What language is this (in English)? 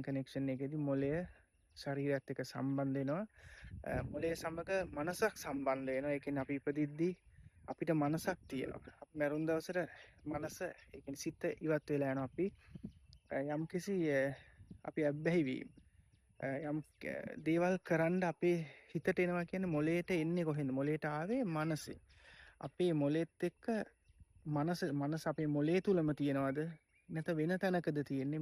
Sinhala